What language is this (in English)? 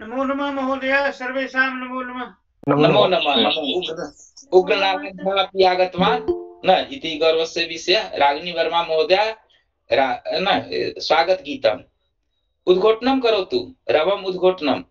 Sanskrit